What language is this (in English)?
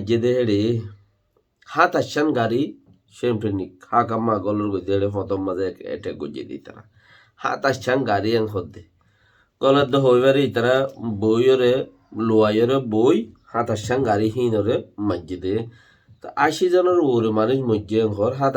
Rohingya